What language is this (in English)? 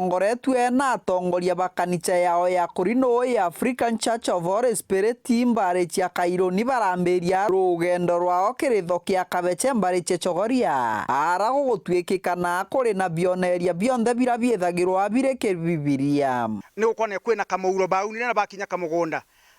Meru